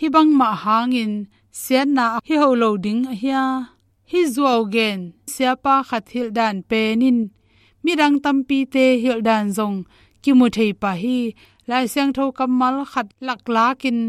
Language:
Tedim Chin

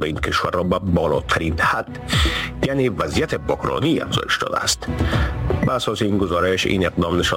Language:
Persian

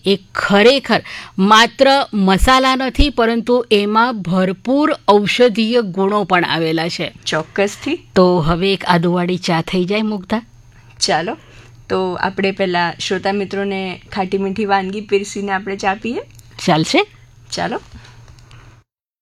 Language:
Gujarati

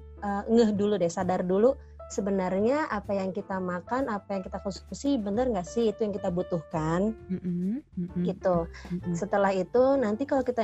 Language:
Indonesian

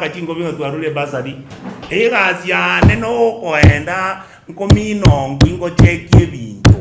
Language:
Gusii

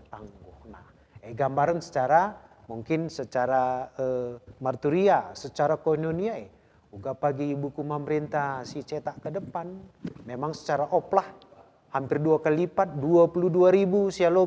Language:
Batak Karo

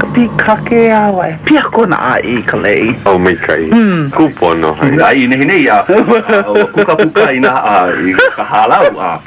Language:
Hawaiian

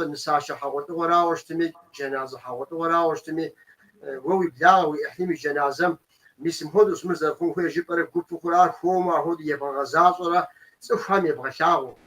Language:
Kabardian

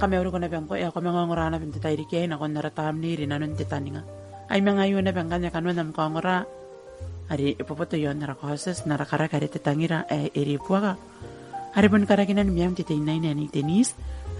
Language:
Gilbertese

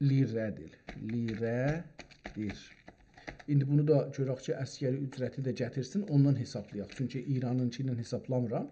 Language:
South Azerbaijani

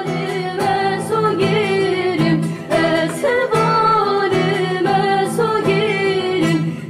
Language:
Kurdish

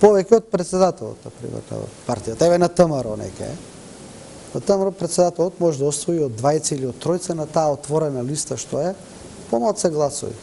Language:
Macedonian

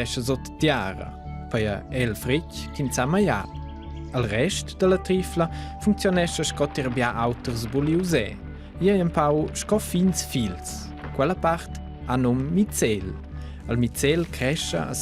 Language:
Romansh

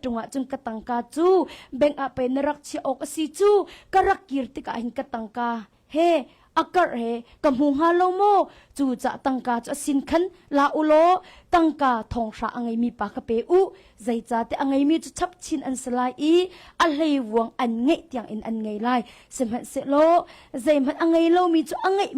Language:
Hakha Chin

